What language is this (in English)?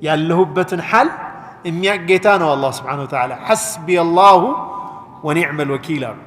Amharic